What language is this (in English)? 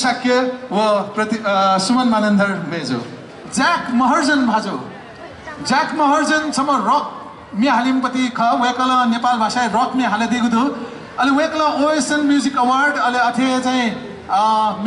Newari